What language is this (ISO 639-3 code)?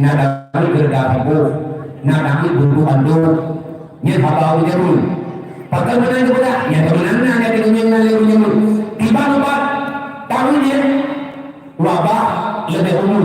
ace